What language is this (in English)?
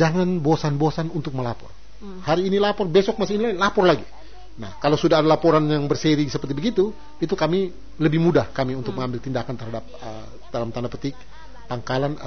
Indonesian